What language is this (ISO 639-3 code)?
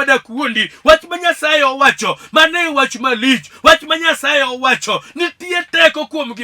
luo